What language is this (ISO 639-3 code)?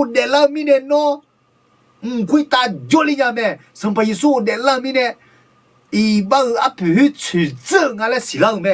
ahk